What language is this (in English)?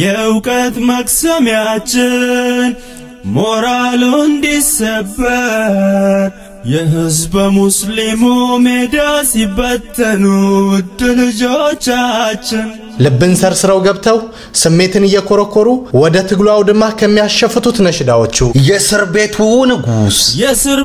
Amharic